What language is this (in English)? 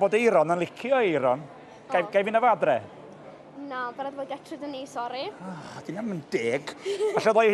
Welsh